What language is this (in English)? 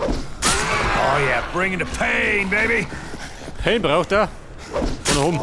Bavarian